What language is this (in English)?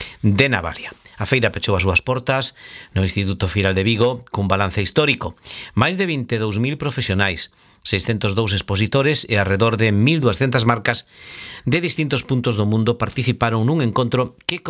Galician